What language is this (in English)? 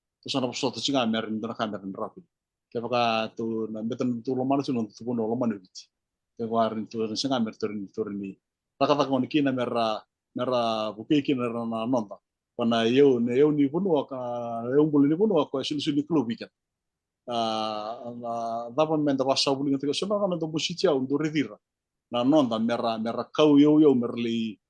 Fijian